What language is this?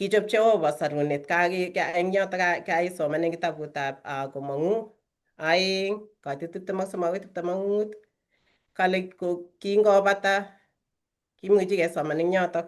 Kalenjin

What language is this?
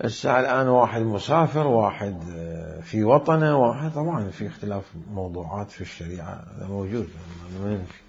Mesopotamian Arabic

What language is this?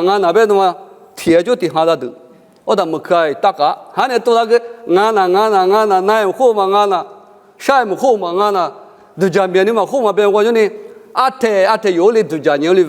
Lisu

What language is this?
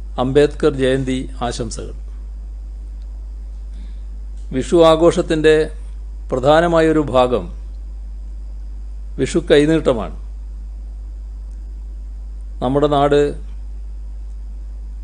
Malayalam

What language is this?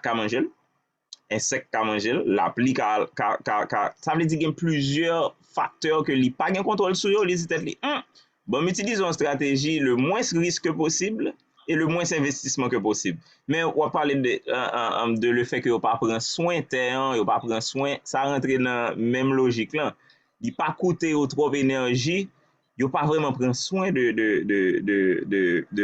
Haitian Creole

